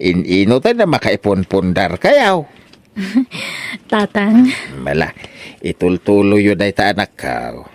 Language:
Iloko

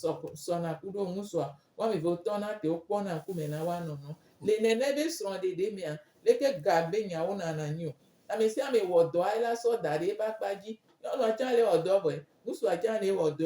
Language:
Gen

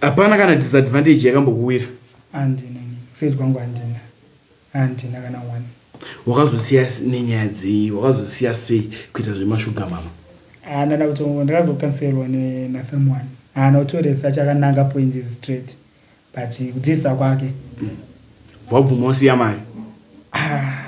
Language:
Shona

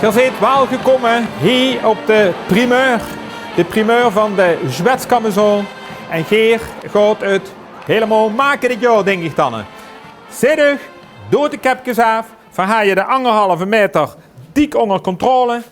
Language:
Limburgish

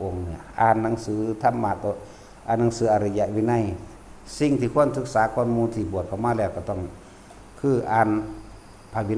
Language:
Lao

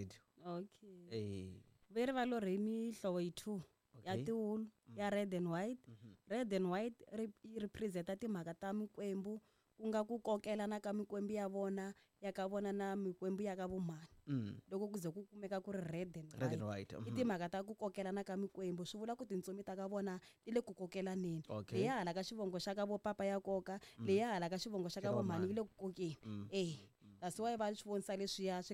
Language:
Tsonga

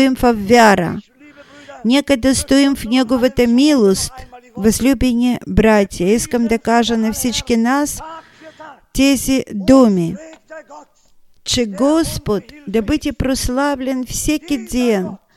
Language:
Bulgarian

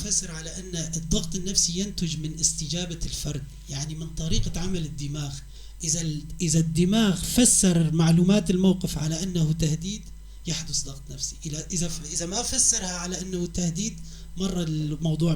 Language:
North Levantine Arabic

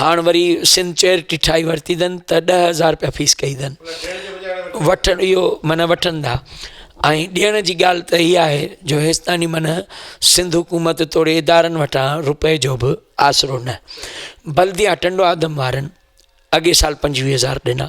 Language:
Sindhi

